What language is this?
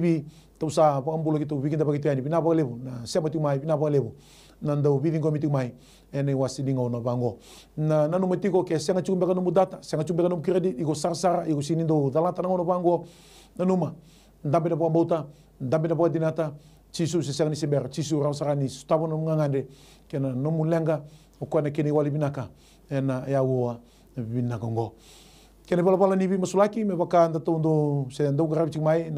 Fijian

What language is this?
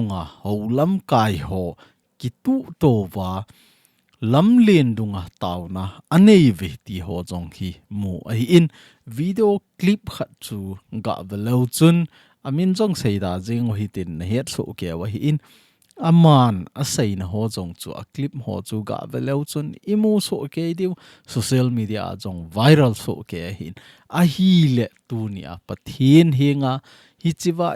Thado Chin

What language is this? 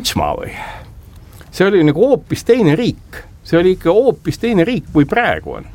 Estonian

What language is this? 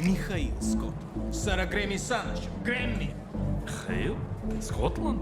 Abkhazian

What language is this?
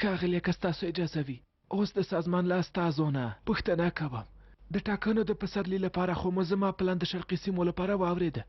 Pashto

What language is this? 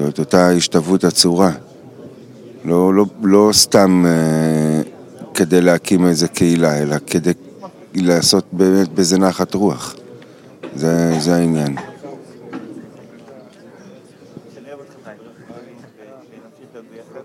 Hebrew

